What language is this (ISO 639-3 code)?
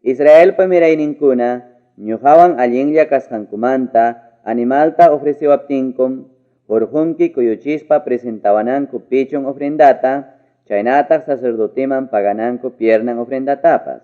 quy